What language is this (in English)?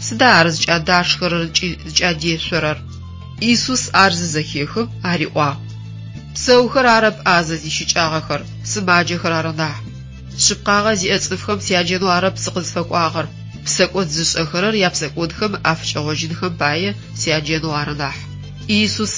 Adyghe